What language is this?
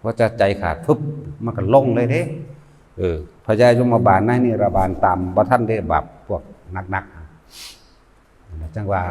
Northeastern Thai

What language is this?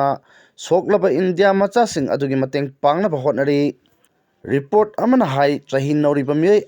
Manipuri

